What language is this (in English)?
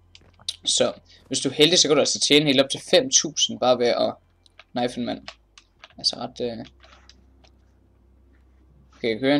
Danish